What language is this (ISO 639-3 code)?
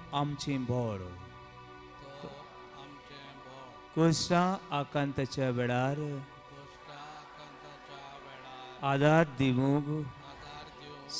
kok